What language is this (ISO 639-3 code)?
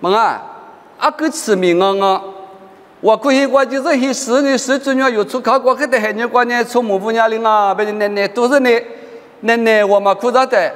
lis